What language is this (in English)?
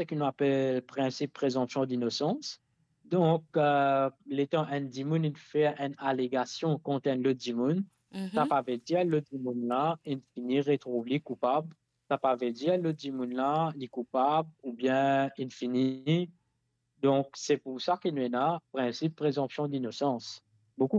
Morisyen